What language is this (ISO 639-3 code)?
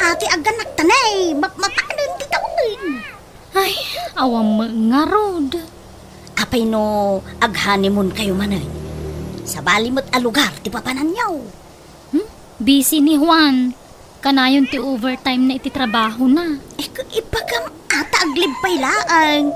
ilo